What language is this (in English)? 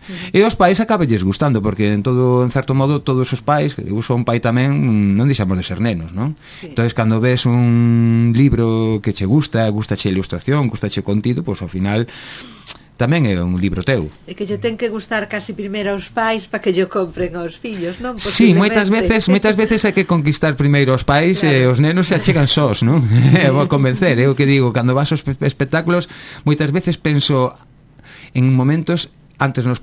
Galician